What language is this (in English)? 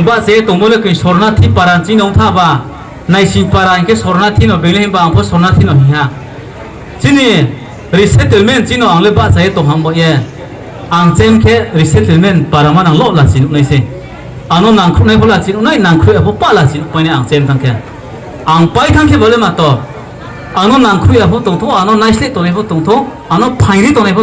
Riang (India)